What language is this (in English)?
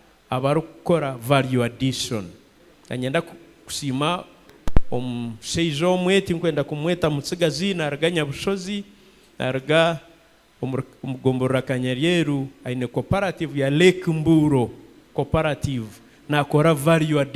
Nyankole